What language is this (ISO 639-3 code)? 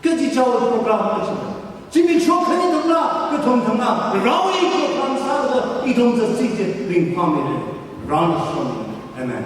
nmf